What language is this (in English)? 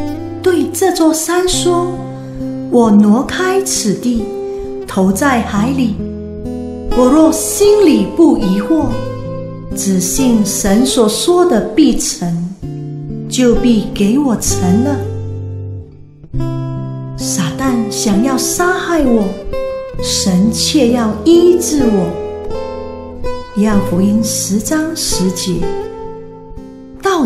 Chinese